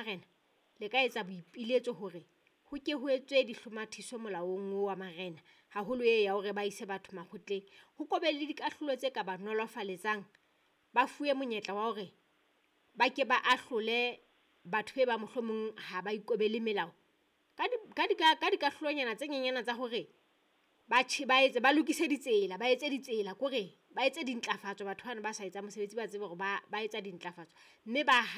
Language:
Southern Sotho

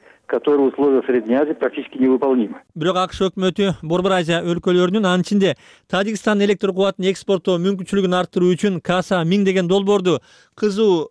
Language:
Kyrgyz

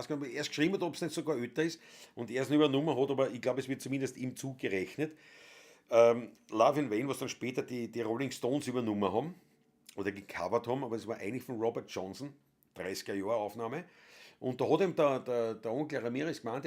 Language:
Bavarian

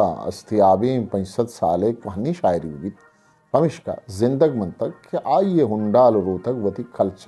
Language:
Eastern Balochi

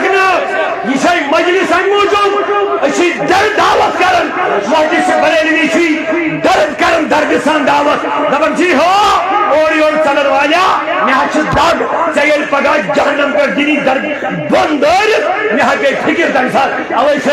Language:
Kashmiri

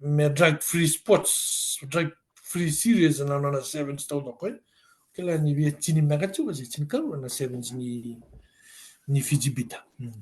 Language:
Fijian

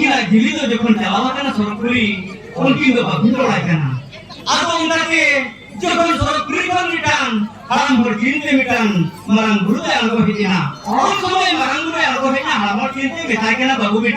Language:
Santali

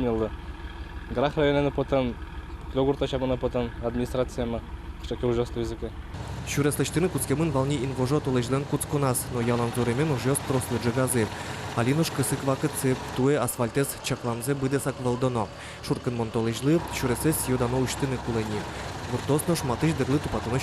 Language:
Udmurt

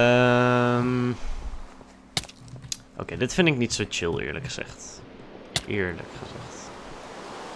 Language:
Dutch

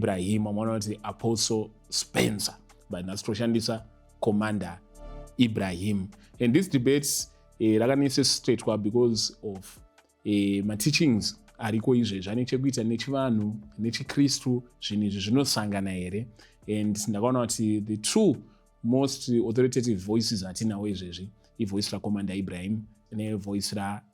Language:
Shona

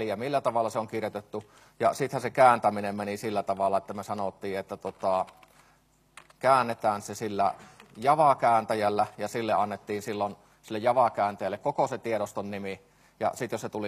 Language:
Finnish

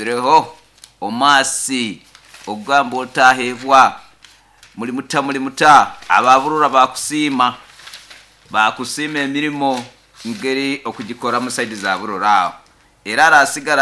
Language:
Nyoro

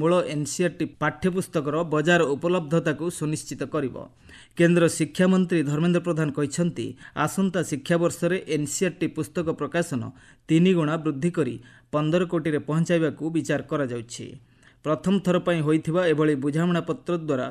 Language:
Odia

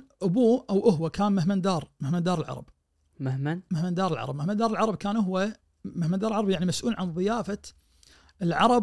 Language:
Najdi Arabic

